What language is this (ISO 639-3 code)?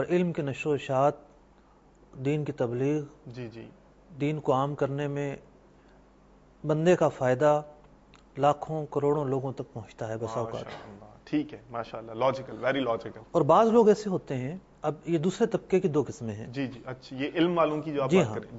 urd